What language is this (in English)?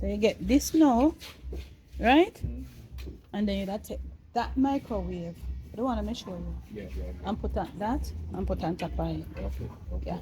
Jamaican Creole English